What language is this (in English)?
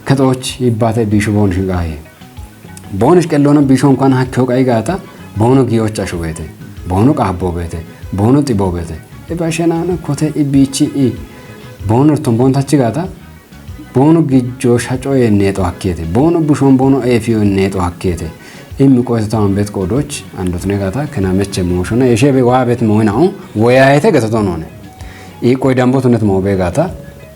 Kafa